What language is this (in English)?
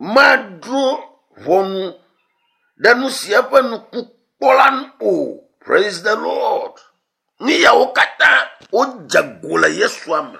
Ewe